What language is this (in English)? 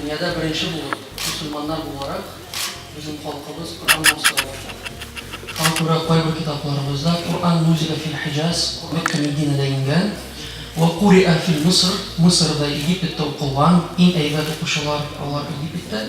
Tatar